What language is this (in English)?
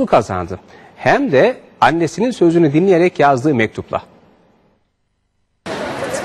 Turkish